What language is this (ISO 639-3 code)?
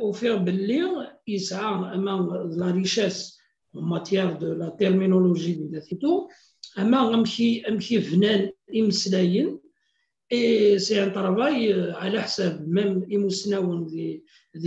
kab